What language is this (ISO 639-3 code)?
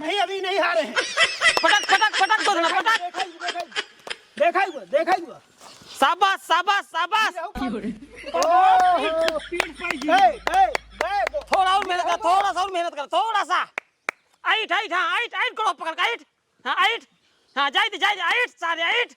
awa